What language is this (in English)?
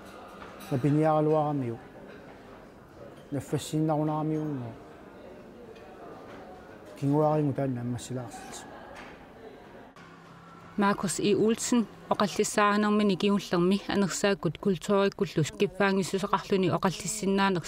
Kalaallisut